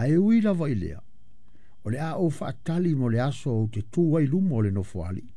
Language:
Samoan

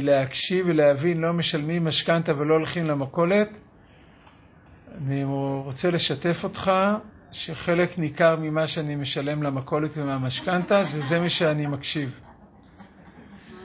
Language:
Hebrew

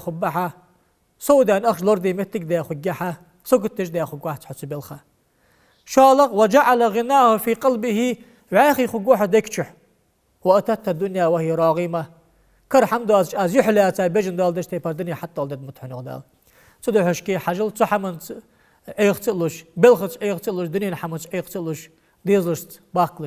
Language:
Ingush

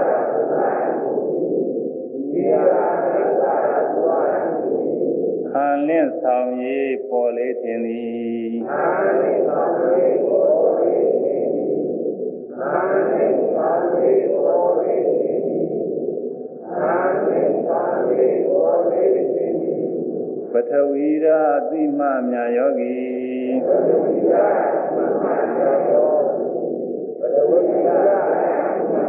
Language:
Burmese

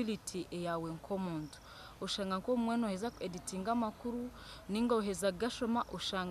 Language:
Nyankole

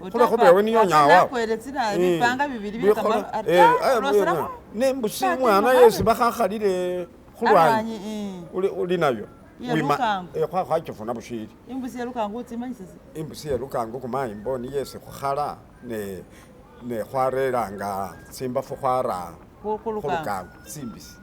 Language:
Masaaba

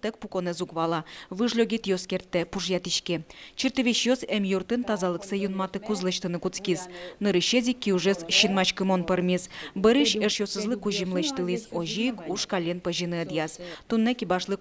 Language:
Udmurt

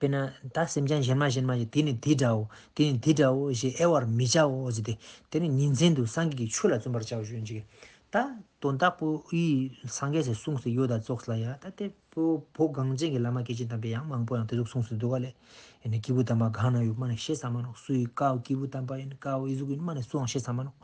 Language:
Ladakhi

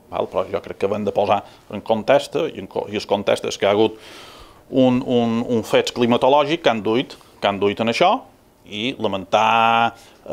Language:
Catalan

